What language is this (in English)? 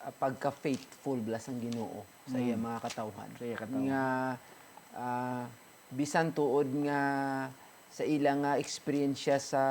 Hiligaynon